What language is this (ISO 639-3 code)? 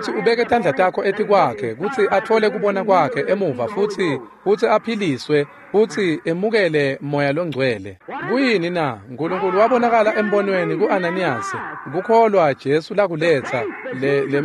ssw